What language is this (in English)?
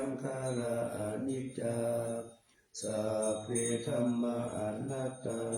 Pali